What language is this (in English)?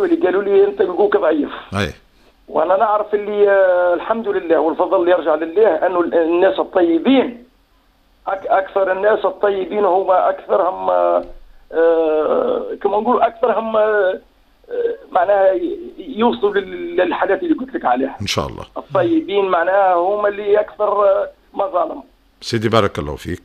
Tunisian Arabic